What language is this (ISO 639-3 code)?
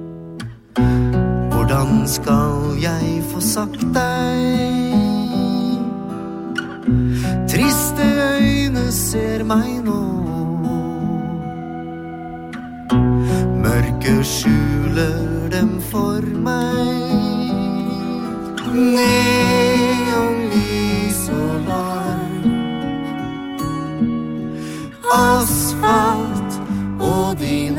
nor